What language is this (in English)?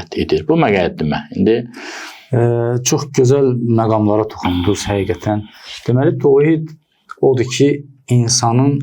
Azerbaijani